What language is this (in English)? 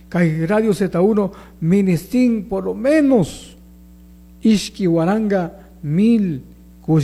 Chimborazo Highland Quichua